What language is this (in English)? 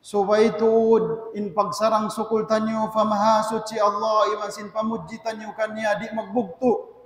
Tausug